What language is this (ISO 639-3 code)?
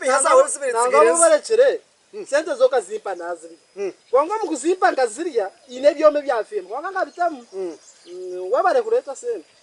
nyn